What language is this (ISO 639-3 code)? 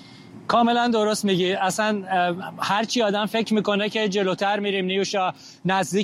fas